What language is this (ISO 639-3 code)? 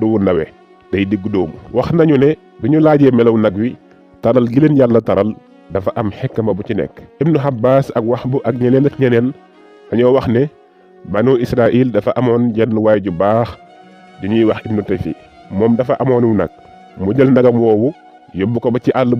wol